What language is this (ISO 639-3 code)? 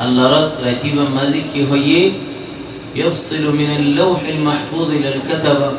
rhg